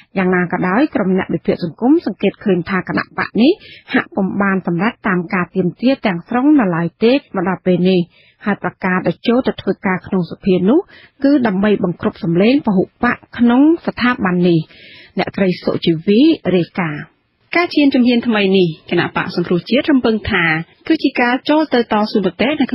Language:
Khmer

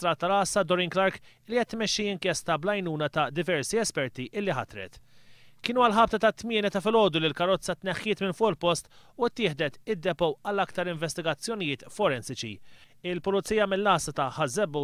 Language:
Maltese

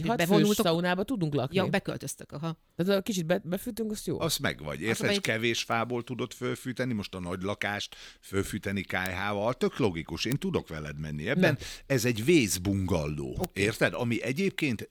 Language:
Hungarian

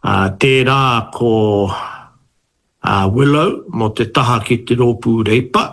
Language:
Māori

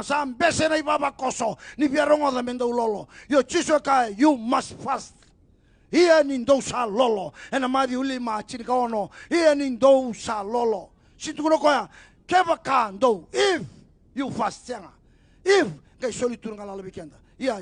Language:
Fijian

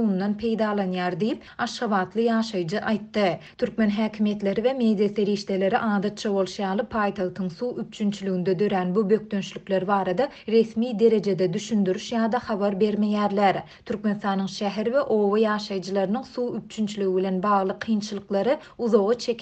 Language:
Turkmen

